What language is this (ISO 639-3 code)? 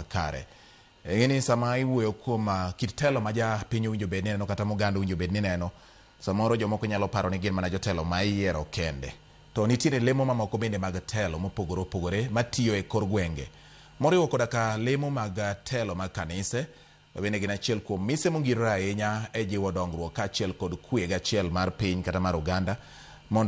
luo